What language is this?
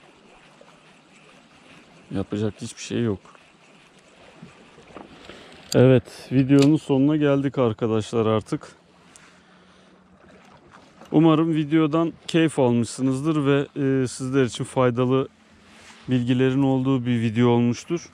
Turkish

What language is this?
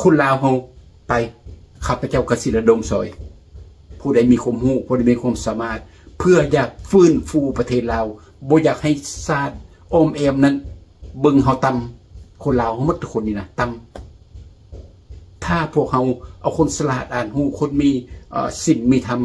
Lao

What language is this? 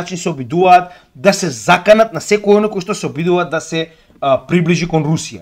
Macedonian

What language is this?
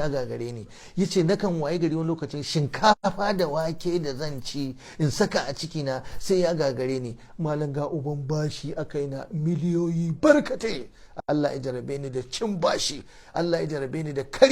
Hausa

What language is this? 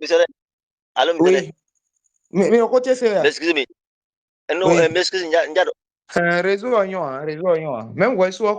Fon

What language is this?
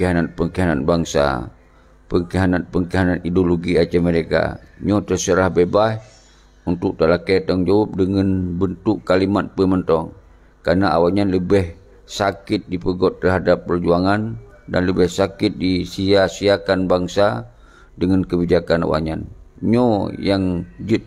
Achinese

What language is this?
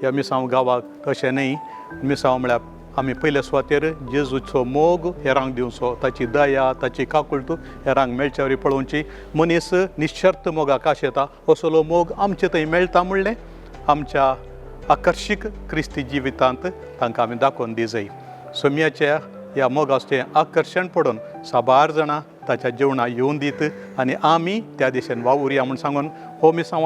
Konkani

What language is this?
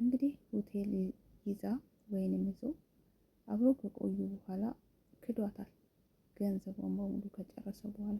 Amharic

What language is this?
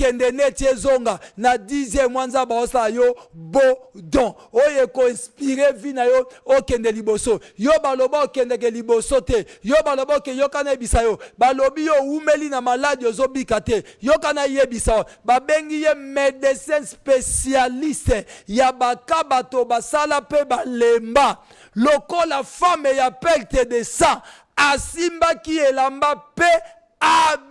Lingala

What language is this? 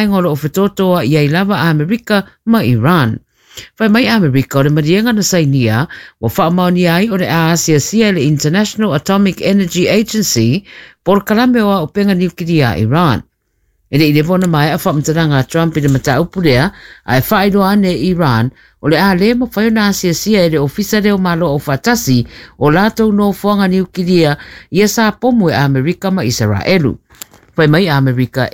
Samoan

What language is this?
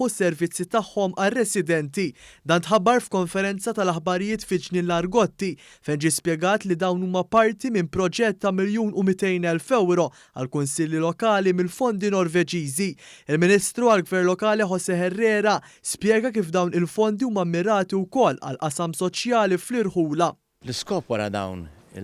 Maltese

